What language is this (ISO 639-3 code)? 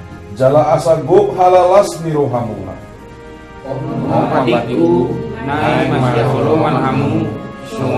bbc